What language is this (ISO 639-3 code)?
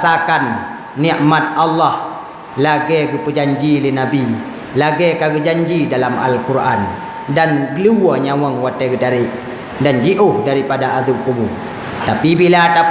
ace